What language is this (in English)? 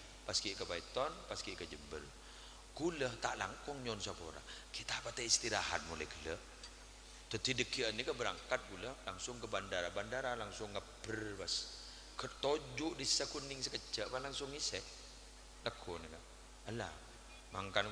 Madurese